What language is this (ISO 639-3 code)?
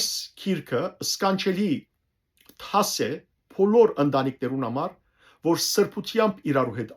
hyw